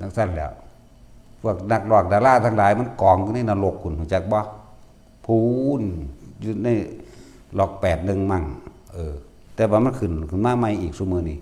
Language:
Northeastern Thai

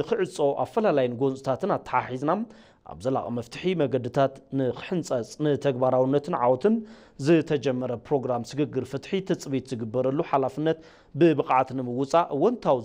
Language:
Tigrinya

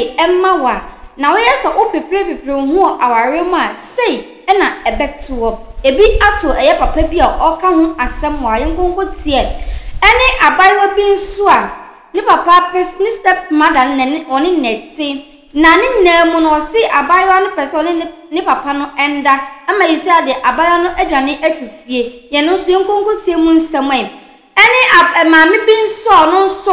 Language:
Akan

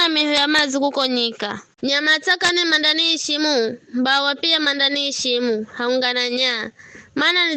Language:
Giryama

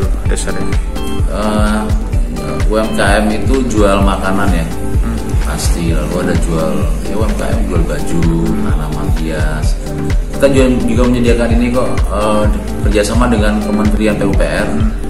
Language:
Indonesian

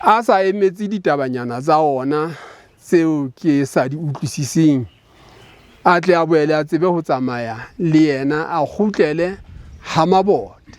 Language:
Southern Sotho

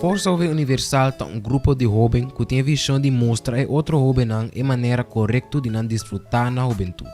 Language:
Papiamento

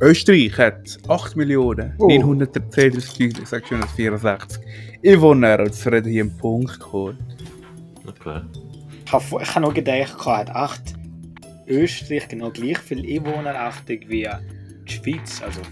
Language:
Swiss German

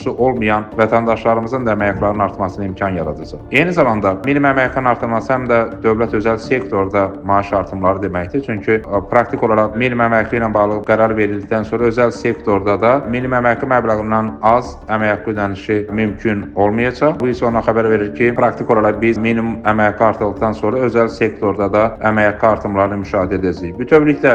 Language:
Azerbaijani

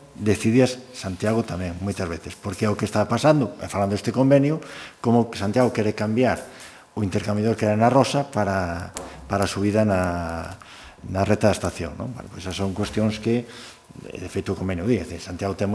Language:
Galician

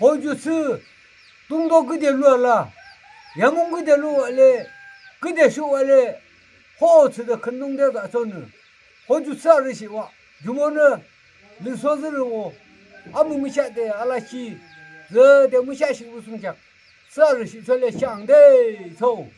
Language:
Yimchungru Naga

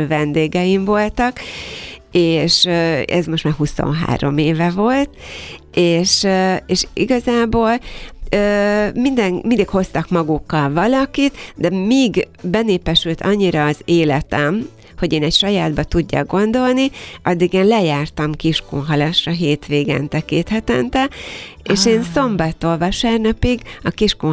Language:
Hungarian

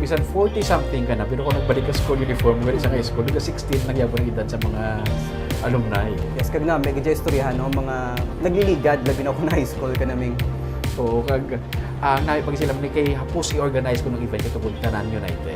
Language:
Hiligaynon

